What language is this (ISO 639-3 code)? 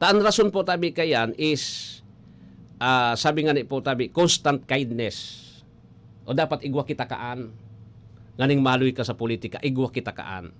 bik